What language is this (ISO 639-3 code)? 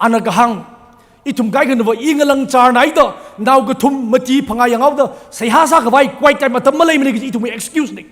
nmf